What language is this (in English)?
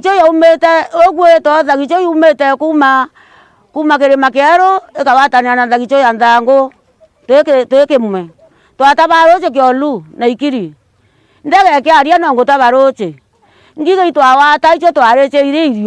Meru